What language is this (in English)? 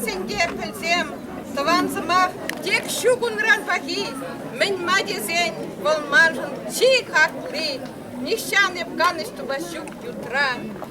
Chuvash